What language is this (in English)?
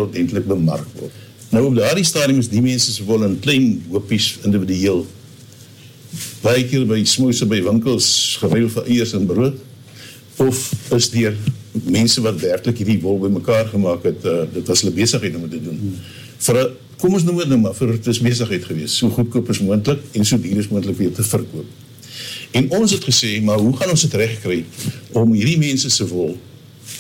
Afrikaans